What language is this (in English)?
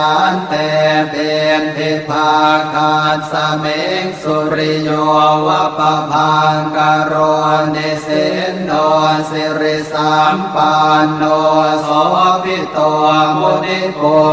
Pali